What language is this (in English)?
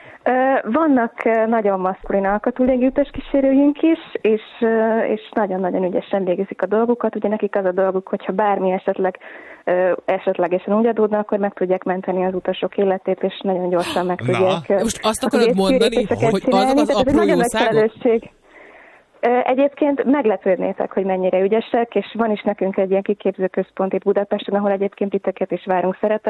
Hungarian